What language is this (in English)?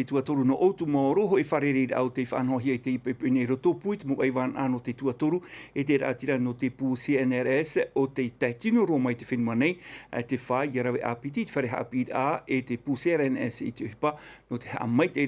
Tahitian